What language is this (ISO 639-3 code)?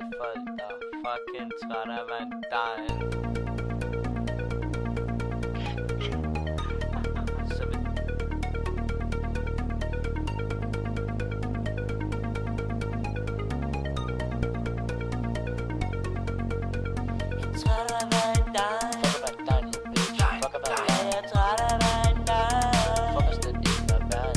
dan